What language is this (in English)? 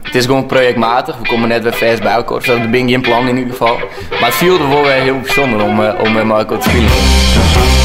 Western Frisian